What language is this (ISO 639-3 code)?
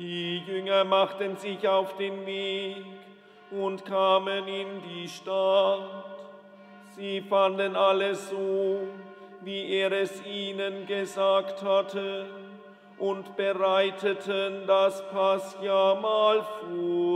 deu